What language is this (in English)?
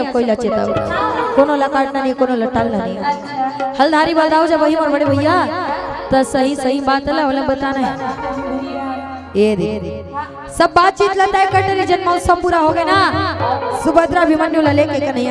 Chhattisgarhi